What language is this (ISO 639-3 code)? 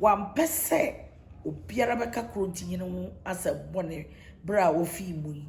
aka